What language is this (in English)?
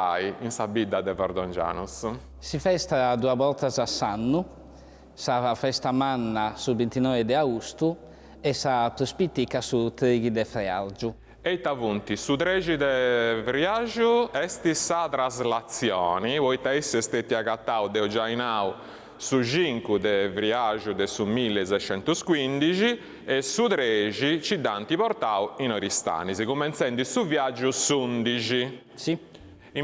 Sardinian